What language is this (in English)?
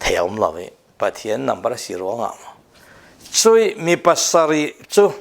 Falam Chin